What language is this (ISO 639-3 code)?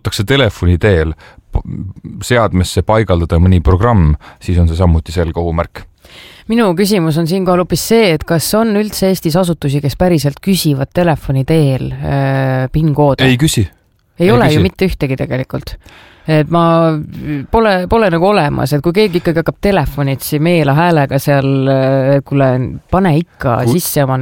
est